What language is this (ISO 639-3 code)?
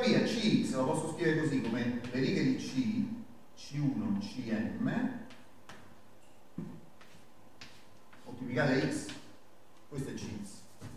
ita